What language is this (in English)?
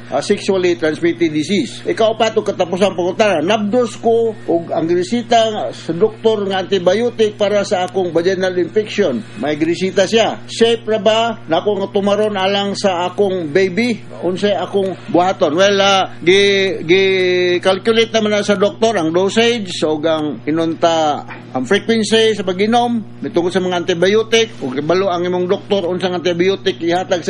Cebuano